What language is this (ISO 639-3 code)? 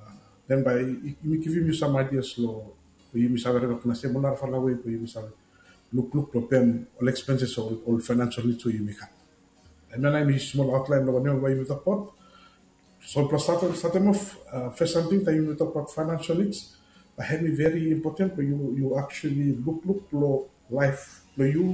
bis